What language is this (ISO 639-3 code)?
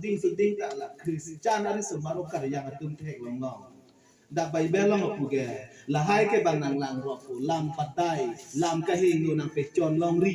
mjw